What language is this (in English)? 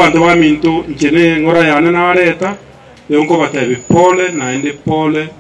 Gusii